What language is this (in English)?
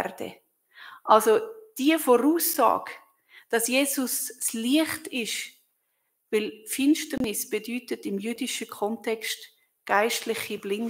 Swiss German